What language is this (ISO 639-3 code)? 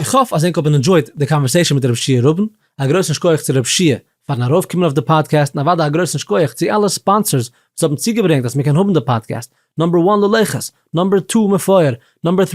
yid